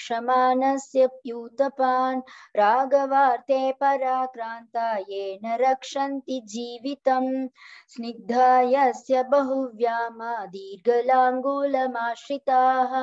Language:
Sanskrit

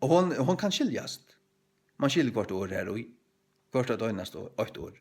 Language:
Faroese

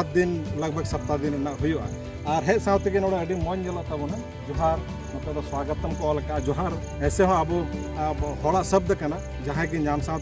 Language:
Santali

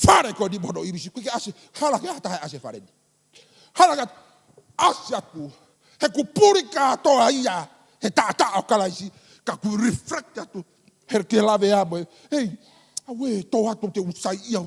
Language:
Tongan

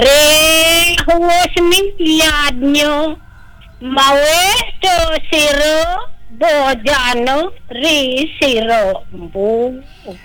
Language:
Balinese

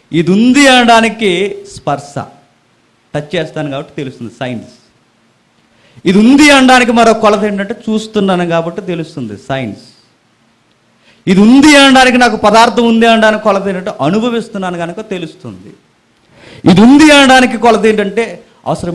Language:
Telugu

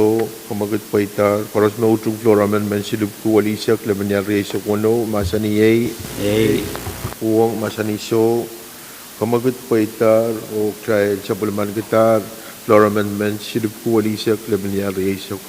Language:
Pohnpeian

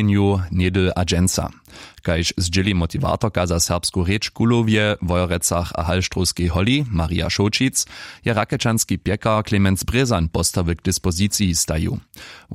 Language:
Upper Sorbian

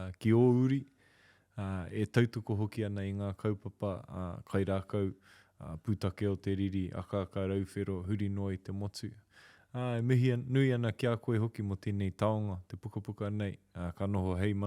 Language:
Māori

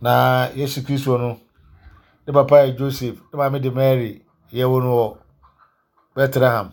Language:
Akan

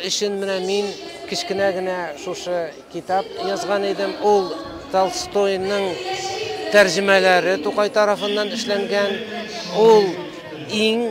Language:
Tatar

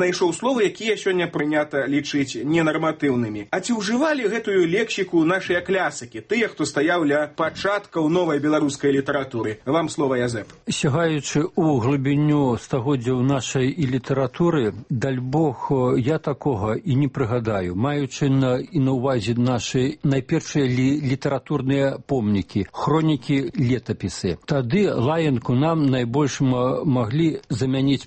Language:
Belarusian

